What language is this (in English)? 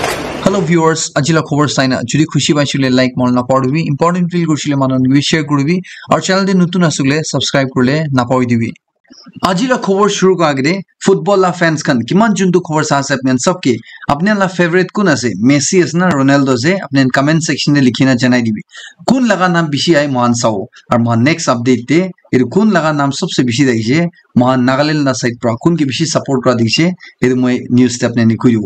Naga Pidgin